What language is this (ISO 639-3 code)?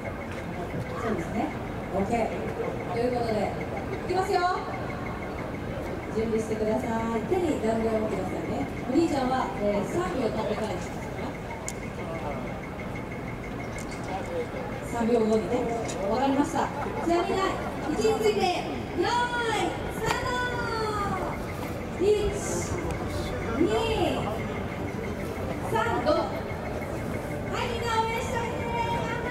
jpn